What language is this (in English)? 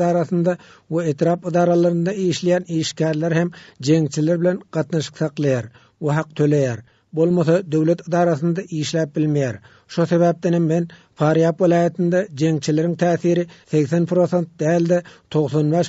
Turkmen